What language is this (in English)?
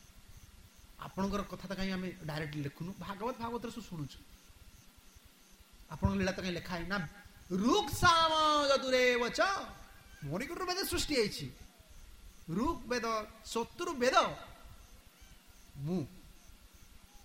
Odia